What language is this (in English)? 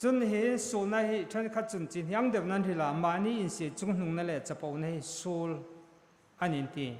Hmar